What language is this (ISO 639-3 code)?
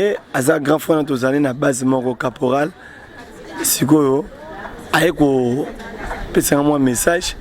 lin